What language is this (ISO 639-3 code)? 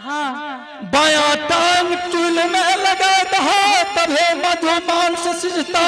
anp